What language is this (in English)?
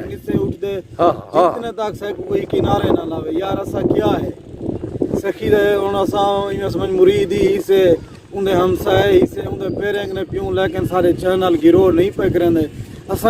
Saraiki